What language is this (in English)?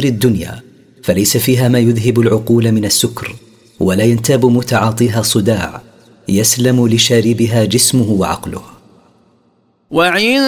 Arabic